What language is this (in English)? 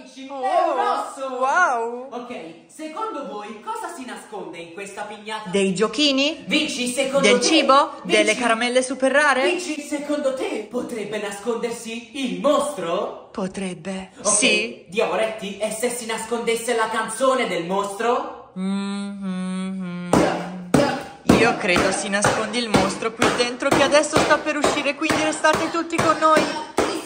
Italian